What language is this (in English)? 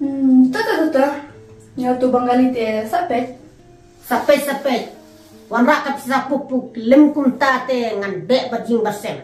Khasi